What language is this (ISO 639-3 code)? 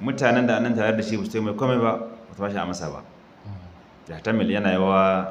hau